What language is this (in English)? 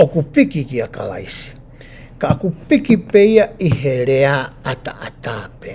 Tongan